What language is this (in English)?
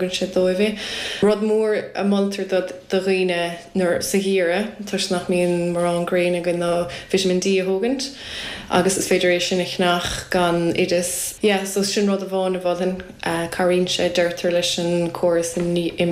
Irish